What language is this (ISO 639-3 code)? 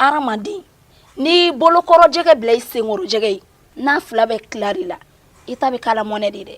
bam